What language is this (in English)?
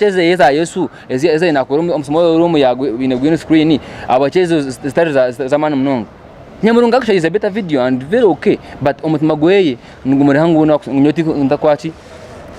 Nyankole